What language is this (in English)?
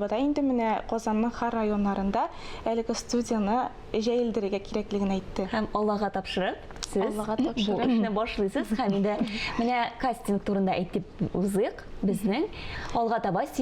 Tatar